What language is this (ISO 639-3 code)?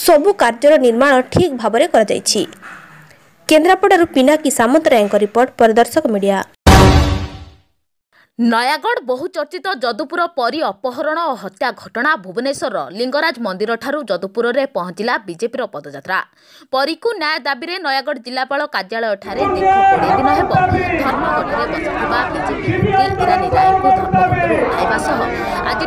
ori